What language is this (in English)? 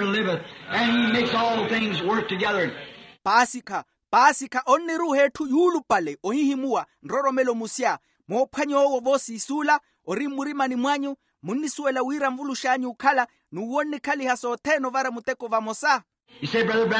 Makhuwa